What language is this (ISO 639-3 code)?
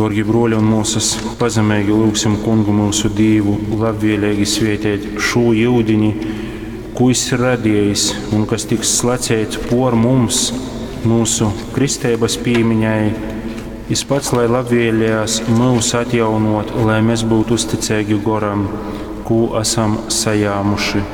ltg